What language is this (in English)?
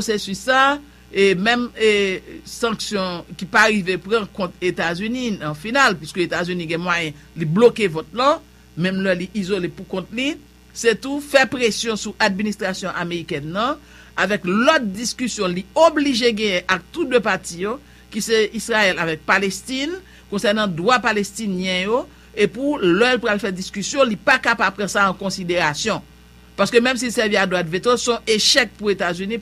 Haitian Creole